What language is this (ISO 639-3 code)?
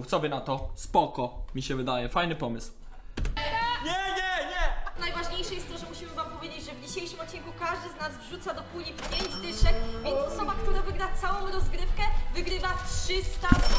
pol